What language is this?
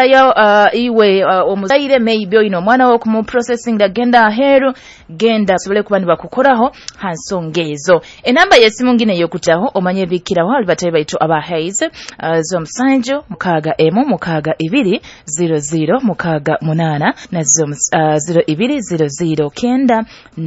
Nyoro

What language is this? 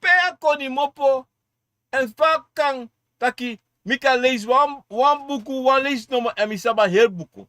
Sranan Tongo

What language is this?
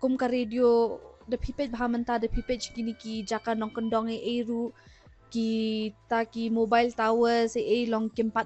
Khasi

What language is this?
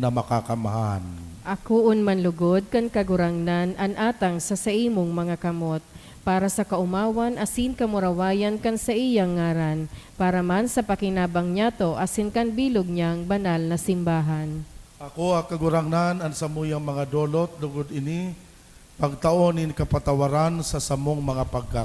Bikol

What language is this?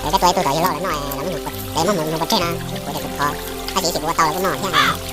Hmong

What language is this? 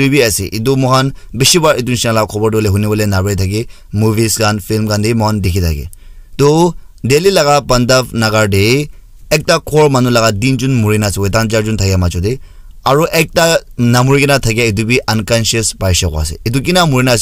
Naga Pidgin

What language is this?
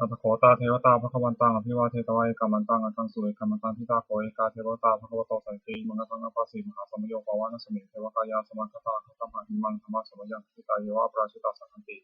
Pali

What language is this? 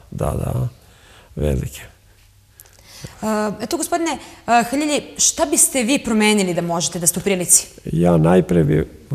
Serbian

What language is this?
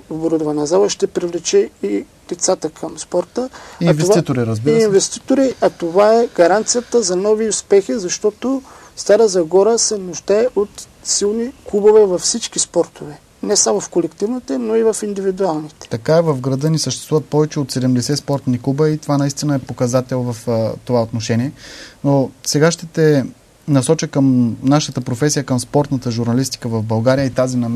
Bulgarian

